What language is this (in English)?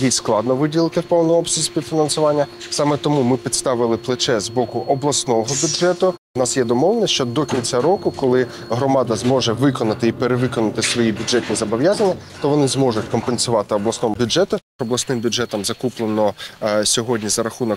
Ukrainian